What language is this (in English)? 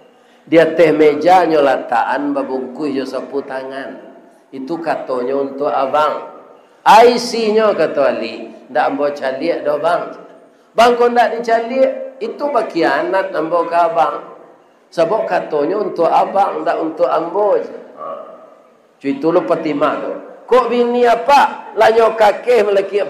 Minangkabau